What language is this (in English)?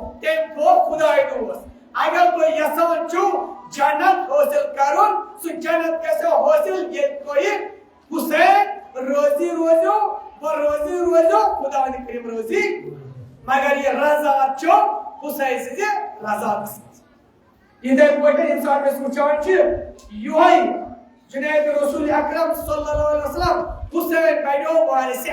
Kashmiri